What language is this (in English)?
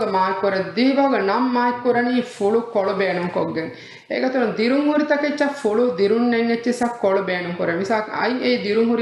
Divehi